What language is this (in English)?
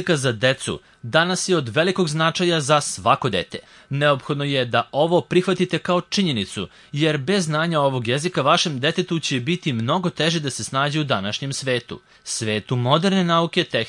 Serbian